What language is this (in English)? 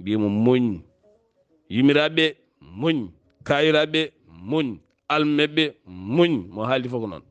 Fula